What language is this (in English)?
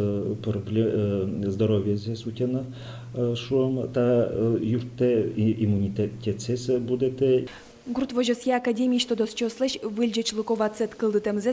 Udmurt